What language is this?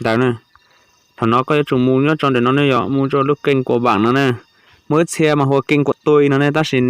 Hmong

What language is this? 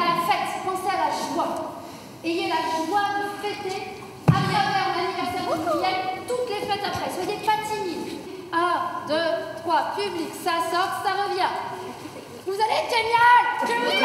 French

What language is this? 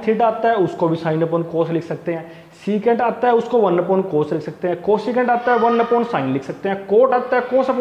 Hindi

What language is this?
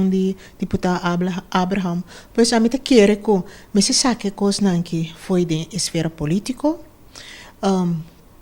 Papiamento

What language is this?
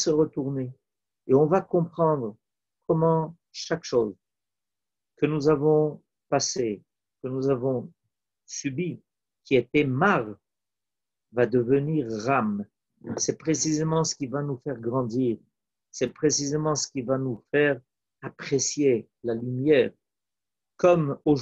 French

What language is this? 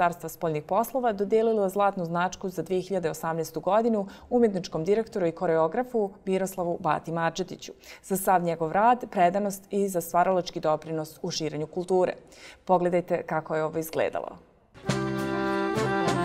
Serbian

